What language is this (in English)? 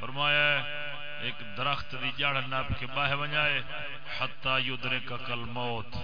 Saraiki